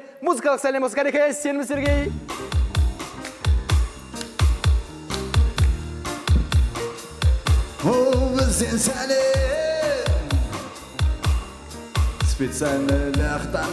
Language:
Kazakh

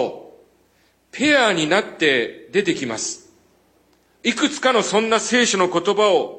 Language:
Japanese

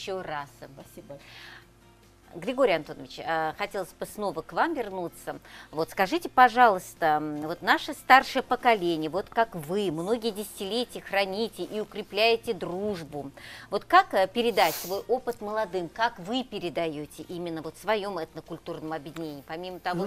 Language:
Russian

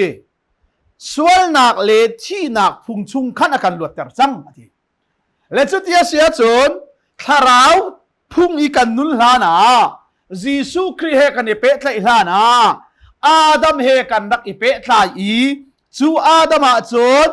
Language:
Hakha Chin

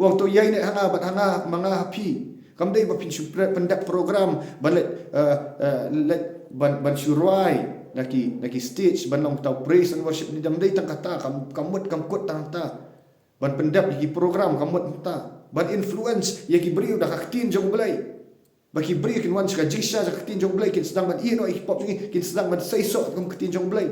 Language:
Khasi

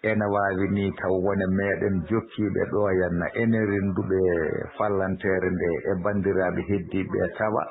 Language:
Fula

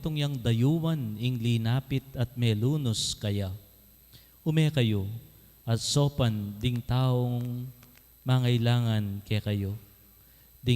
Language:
Pampanga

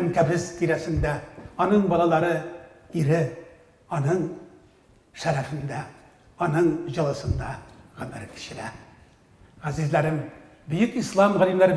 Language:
Tatar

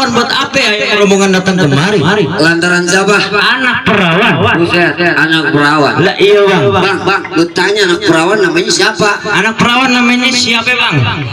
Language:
Betawi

